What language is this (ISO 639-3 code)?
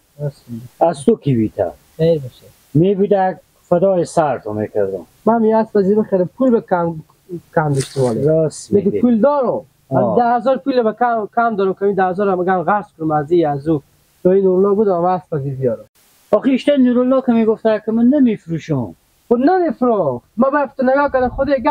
fas